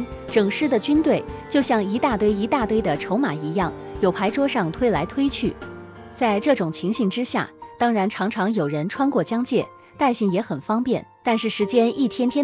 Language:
Chinese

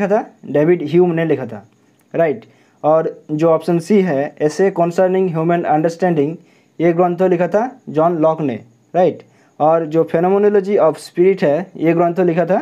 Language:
Hindi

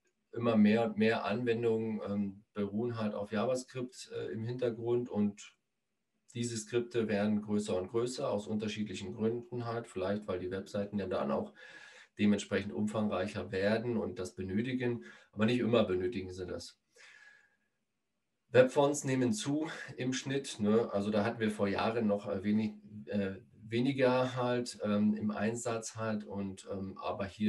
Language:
German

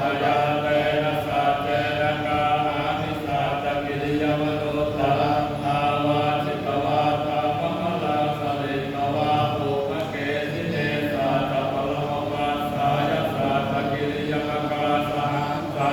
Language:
Pali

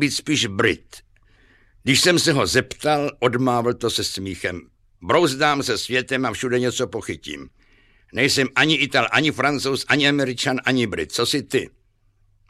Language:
Czech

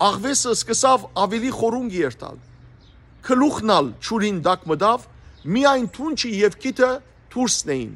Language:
Western Armenian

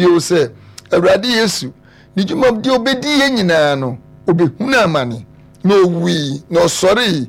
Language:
Akan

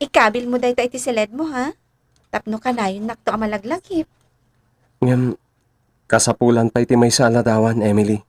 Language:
Iloko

